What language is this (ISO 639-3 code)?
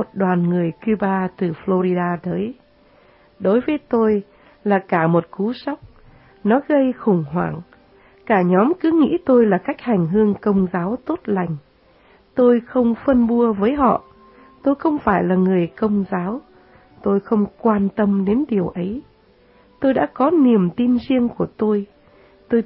vie